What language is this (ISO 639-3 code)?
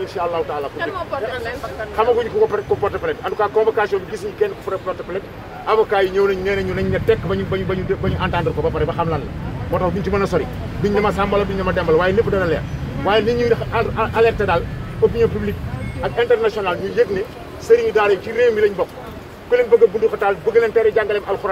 wol